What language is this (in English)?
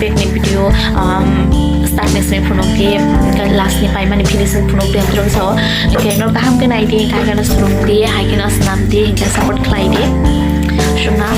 Kok Borok